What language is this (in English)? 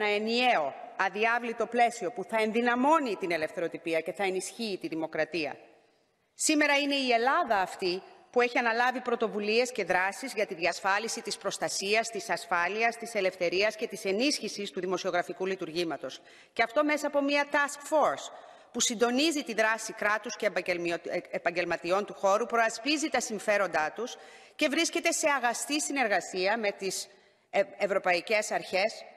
Greek